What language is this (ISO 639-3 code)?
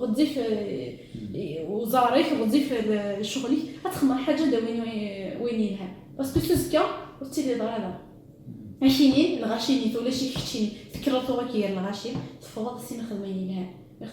kab